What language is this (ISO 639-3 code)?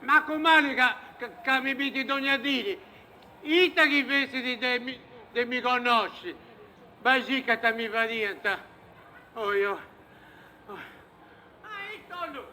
srd